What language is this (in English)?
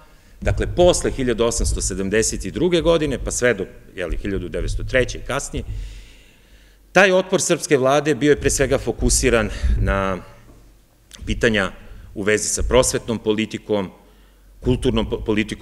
Serbian